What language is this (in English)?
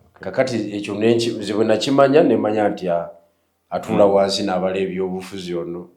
Ganda